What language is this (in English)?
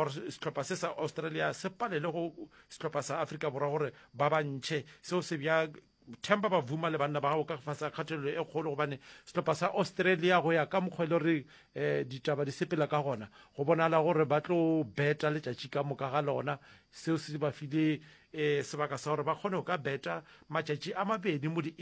Northern Sotho